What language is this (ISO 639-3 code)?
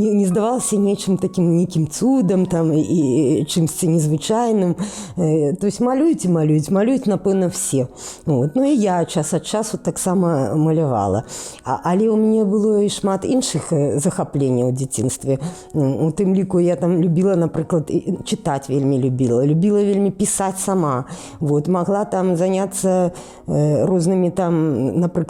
bel